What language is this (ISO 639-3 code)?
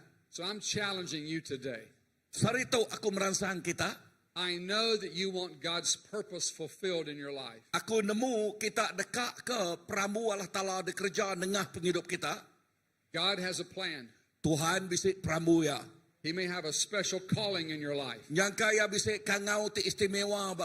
iba